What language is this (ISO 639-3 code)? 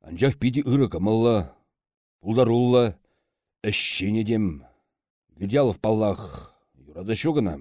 chv